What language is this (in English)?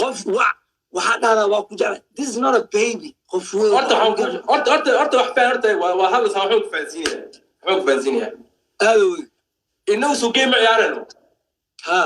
Somali